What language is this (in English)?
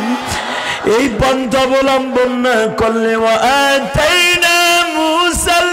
Bangla